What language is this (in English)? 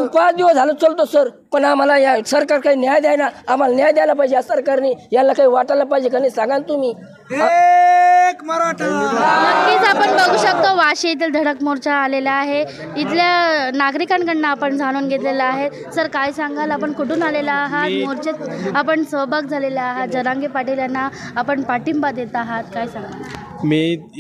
Marathi